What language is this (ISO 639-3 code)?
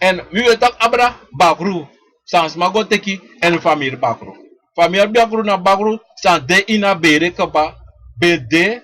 srn